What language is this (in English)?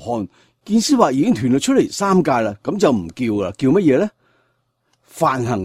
Cantonese